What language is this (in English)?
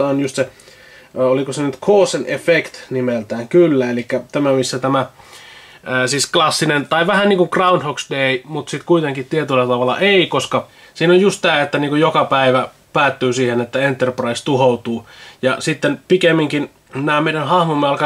Finnish